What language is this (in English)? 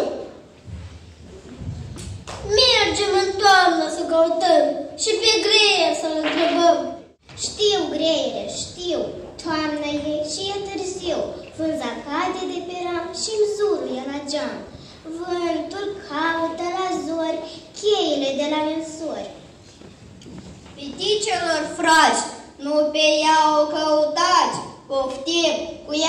Romanian